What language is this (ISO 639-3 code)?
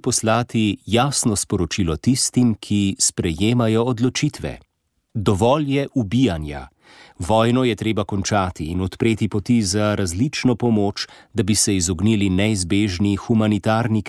slv